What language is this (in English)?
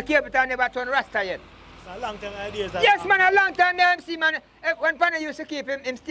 Jamaican Creole English